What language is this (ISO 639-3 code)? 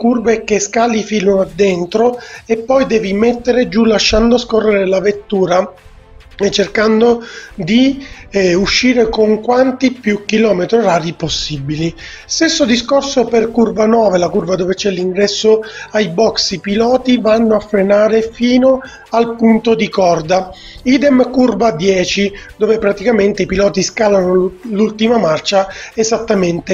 ita